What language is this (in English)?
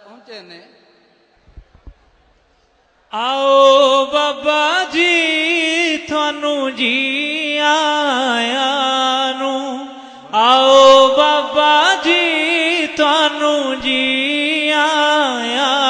Punjabi